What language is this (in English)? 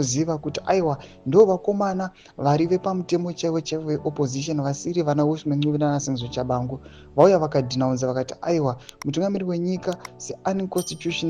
Shona